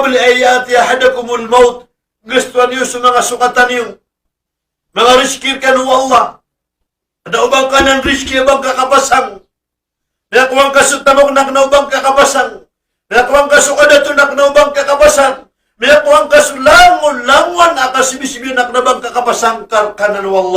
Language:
Maranao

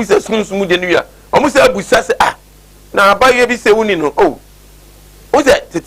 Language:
Akan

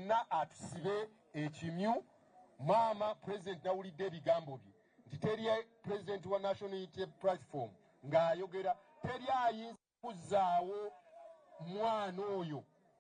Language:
Ganda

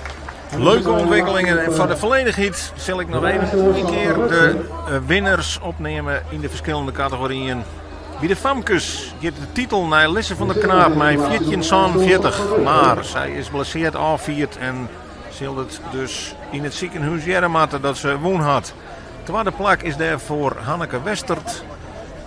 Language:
Western Frisian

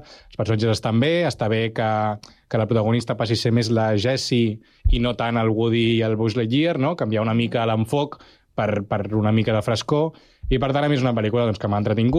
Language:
Catalan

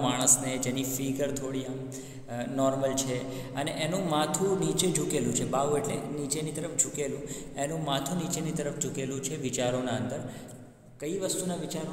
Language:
Gujarati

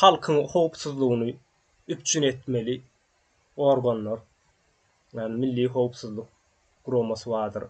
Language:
Turkmen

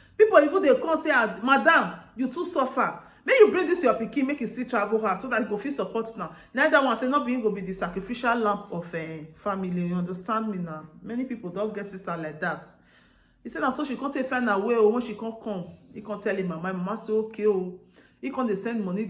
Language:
Nigerian Pidgin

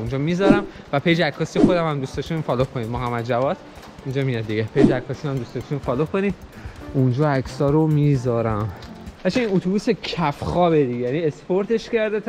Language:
Persian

